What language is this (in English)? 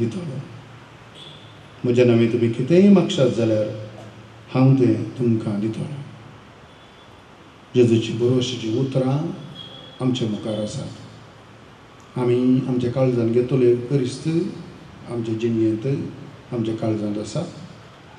Konkani